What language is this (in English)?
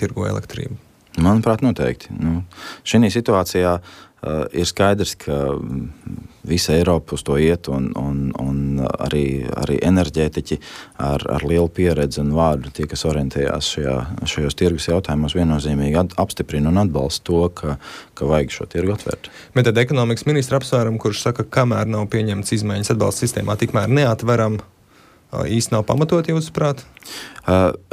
Latvian